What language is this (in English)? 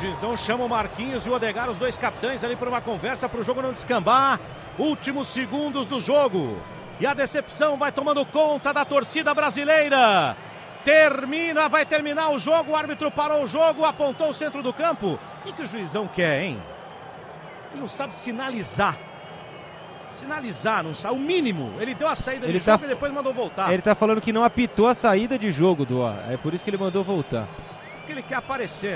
Portuguese